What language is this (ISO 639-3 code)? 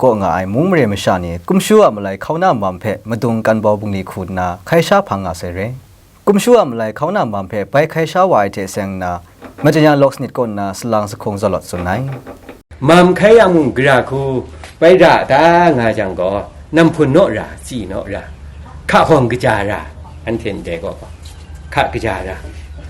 kac